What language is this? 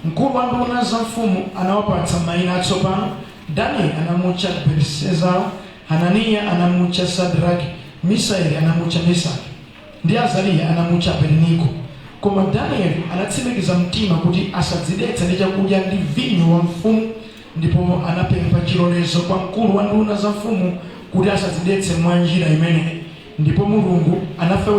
Nyanja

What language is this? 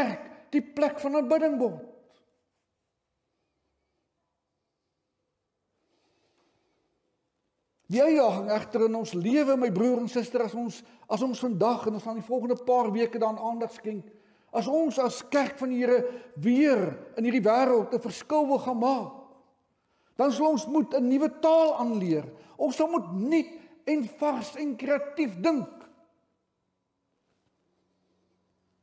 Afrikaans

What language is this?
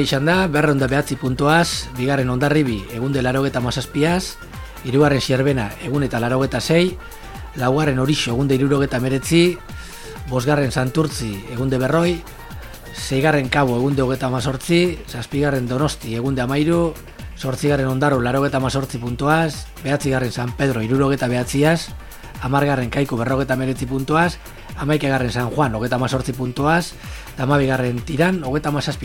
Basque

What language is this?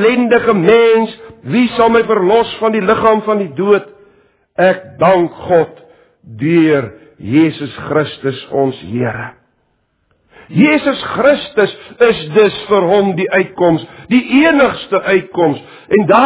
Afrikaans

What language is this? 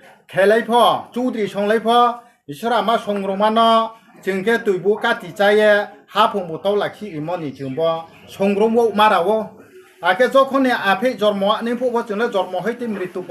Riang (India)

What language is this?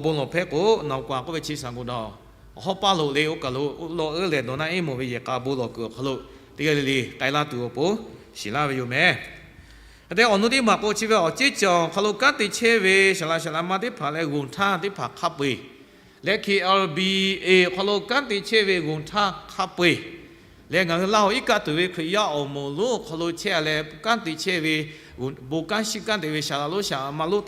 Lahu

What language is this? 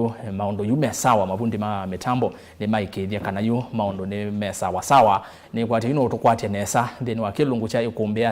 Kamba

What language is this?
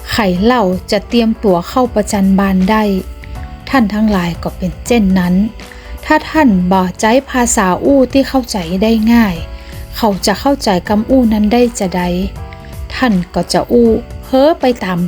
Northern Thai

